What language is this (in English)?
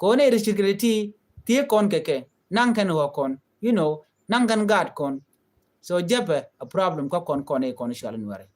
Nuer